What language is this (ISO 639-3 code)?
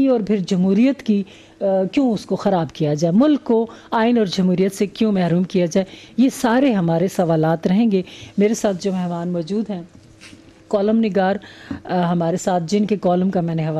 urd